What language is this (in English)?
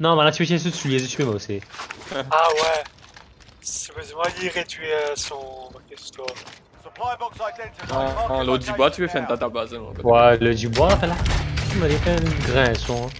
Morisyen